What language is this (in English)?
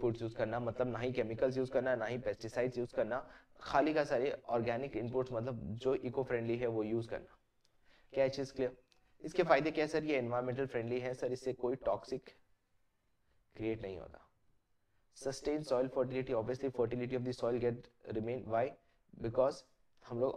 Hindi